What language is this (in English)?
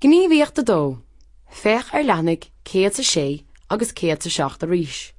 Irish